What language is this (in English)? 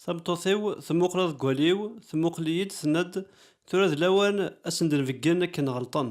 Kabyle